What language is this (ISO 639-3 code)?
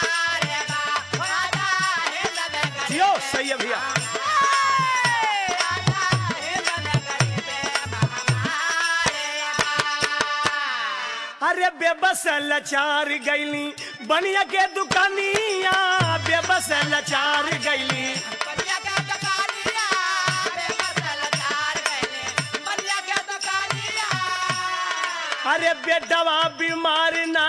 bho